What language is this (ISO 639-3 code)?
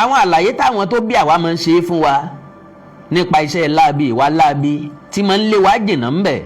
yor